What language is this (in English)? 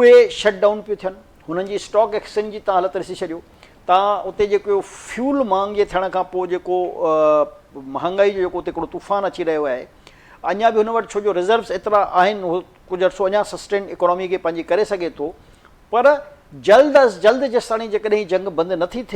Sindhi